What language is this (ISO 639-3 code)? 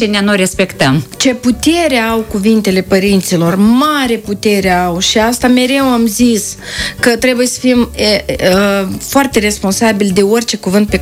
ron